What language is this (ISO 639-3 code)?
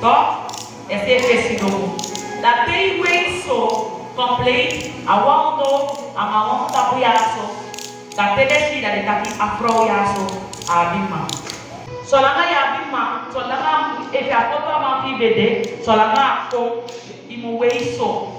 srm